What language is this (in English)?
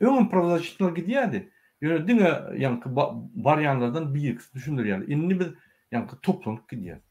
Turkmen